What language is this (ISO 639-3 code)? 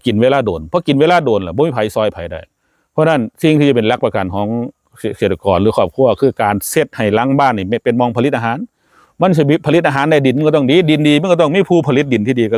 tts